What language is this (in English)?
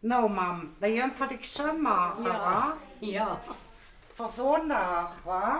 Limburgish